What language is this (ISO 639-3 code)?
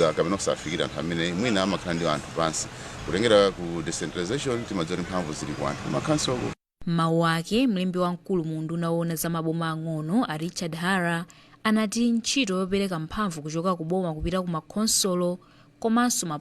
nya